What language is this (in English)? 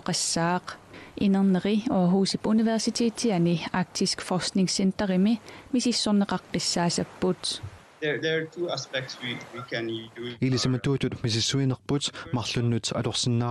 Kalaallisut